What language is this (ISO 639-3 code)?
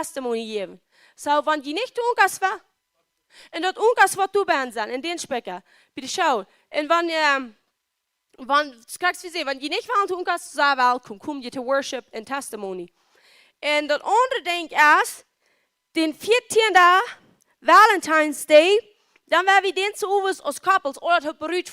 pdt